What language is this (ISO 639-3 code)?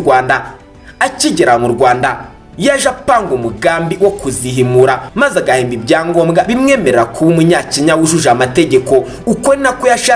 kin